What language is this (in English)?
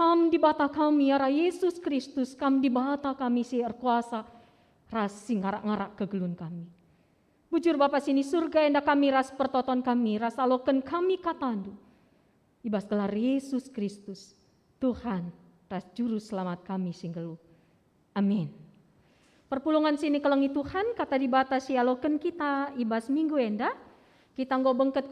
Batak Karo